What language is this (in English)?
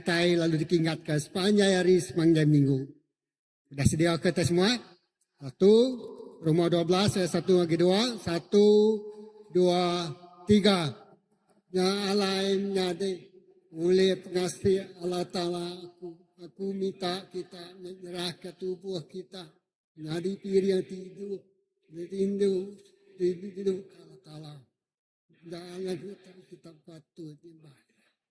Iban